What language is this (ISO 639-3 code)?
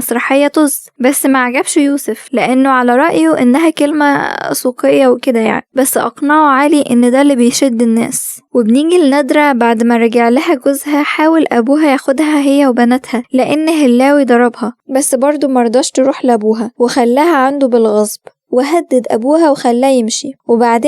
arz